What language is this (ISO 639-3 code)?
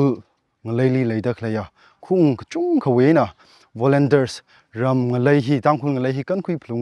nmf